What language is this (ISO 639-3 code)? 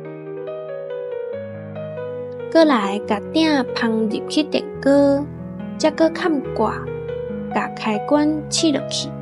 nan